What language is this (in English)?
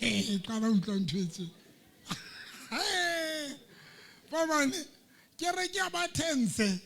Southern Sotho